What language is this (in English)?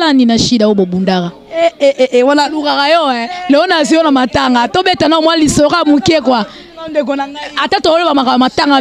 Lingala